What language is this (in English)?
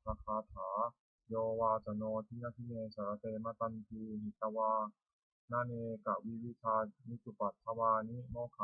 Pali